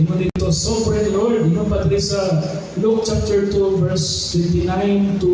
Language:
Cebuano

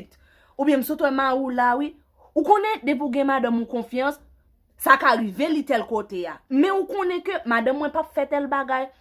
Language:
Haitian Creole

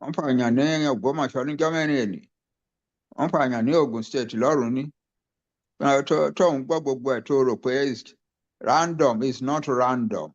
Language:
Yoruba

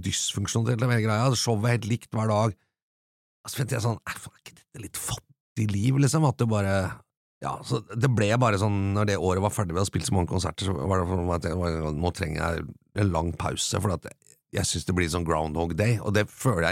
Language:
Norwegian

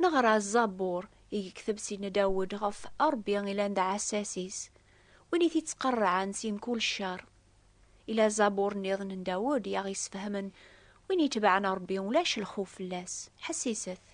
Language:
Kabyle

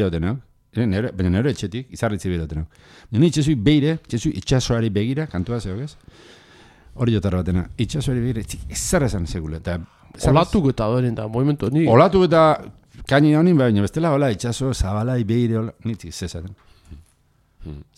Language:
Basque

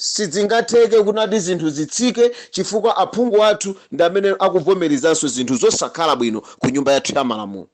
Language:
Nyanja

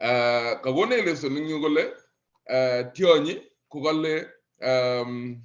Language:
Kalenjin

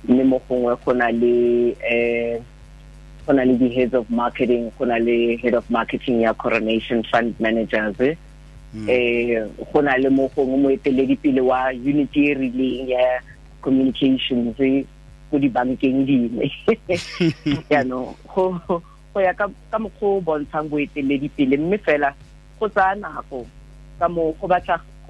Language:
Tswana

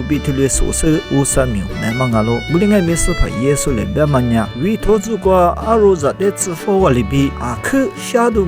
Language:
Lisu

